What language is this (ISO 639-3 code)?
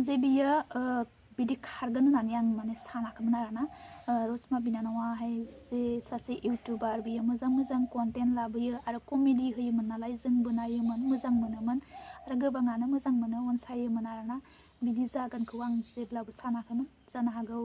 brx